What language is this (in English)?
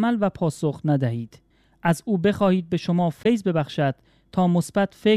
Persian